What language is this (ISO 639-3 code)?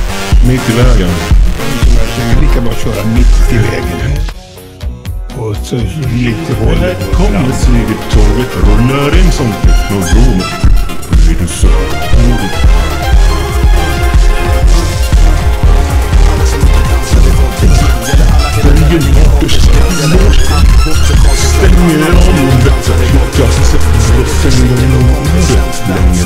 swe